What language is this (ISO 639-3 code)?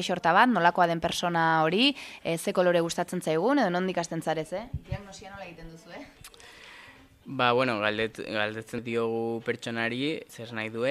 eus